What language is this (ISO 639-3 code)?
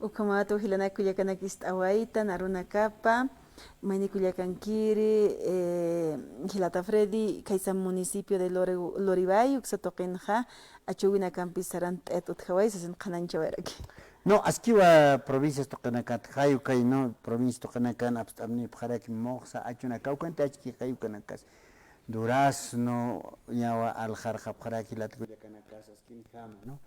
aym